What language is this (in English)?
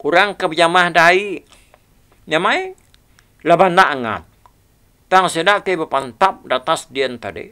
Iban